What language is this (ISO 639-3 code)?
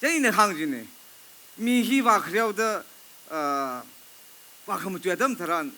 nmf